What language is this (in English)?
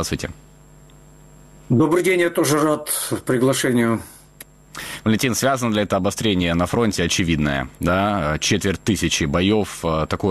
Russian